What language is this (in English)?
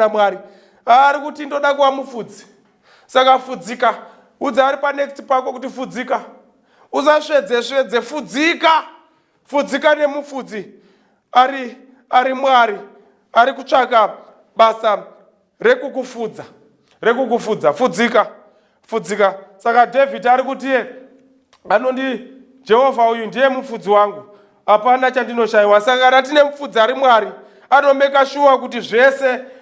Shona